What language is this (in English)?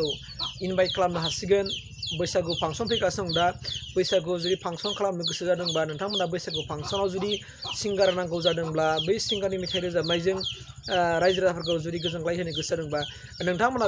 Bodo